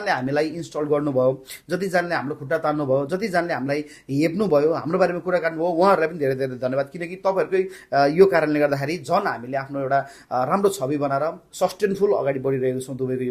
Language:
Nepali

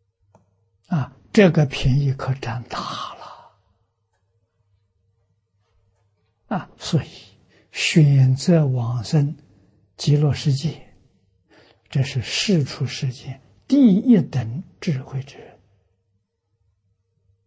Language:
Chinese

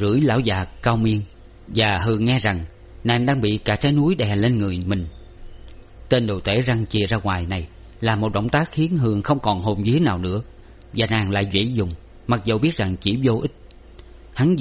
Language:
Vietnamese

